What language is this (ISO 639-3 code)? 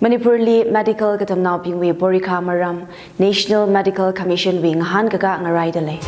nmf